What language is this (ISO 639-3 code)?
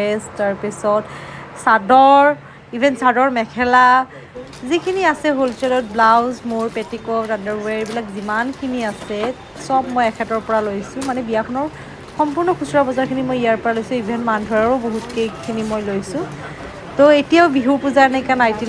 asm